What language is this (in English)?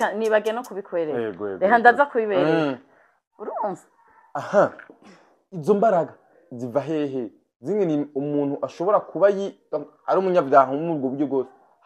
Rundi